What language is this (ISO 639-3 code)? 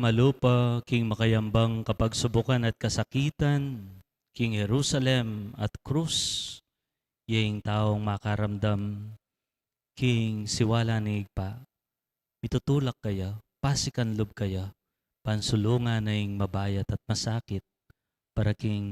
pam